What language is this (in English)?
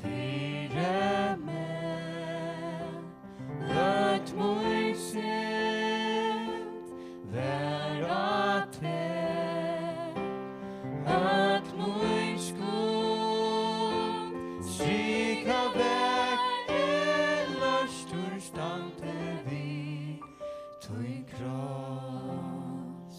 Faroese